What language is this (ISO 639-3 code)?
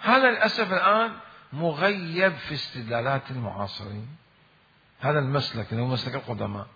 acm